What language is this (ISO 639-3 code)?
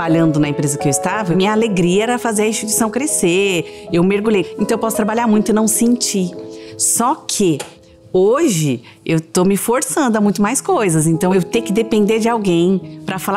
por